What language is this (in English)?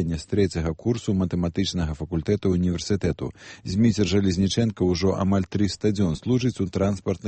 Belarusian